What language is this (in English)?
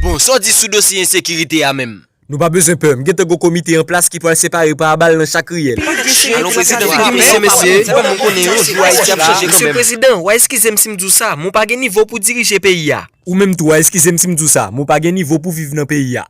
Haitian Creole